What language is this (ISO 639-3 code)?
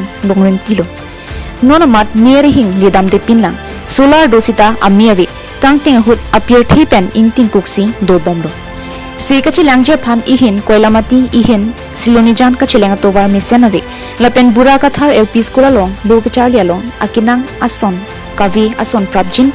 mjw